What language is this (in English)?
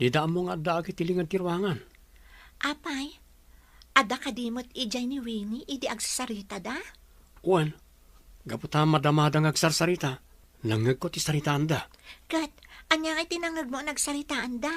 Iloko